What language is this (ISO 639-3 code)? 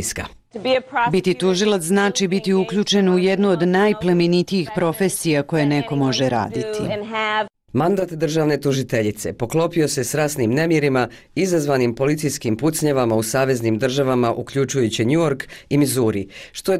bos